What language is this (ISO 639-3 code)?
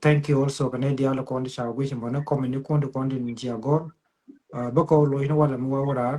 nus